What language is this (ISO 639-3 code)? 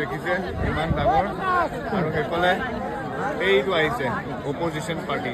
asm